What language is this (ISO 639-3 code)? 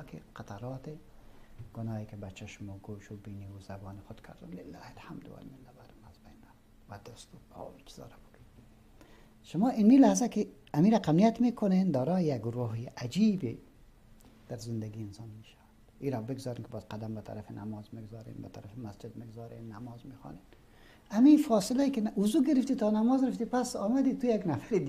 fas